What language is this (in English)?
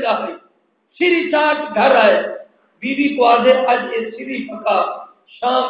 Saraiki